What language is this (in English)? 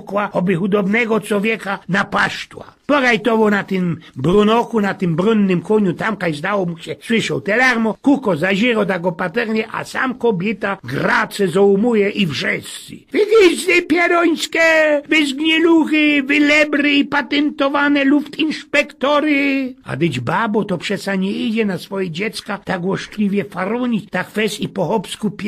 Silesian